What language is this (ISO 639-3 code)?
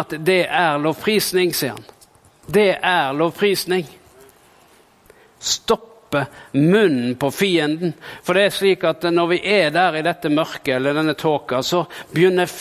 nor